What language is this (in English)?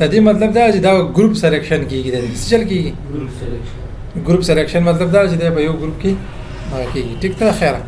Pashto